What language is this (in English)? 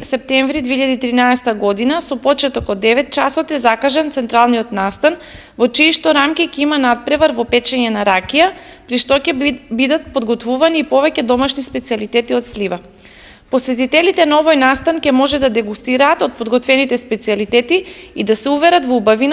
Macedonian